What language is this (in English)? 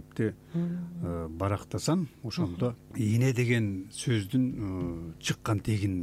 Kyrgyz